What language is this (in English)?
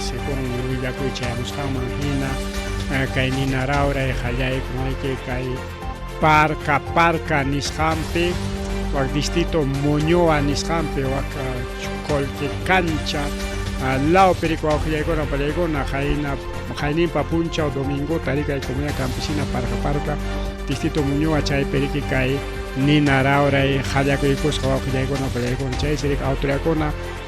Ayacucho Quechua